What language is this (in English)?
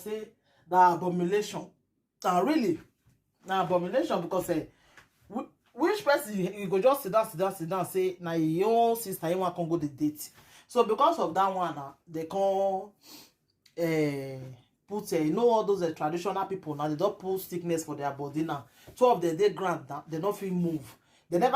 Nigerian Pidgin